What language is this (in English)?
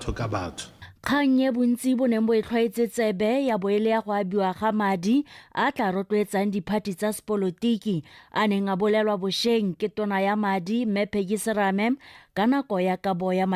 Tswana